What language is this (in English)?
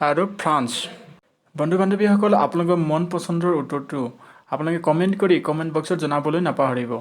Assamese